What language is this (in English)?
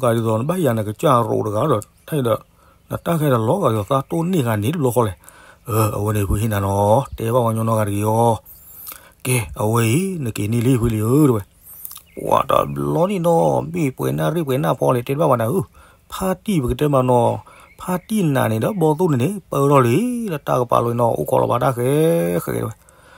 S'gaw Karen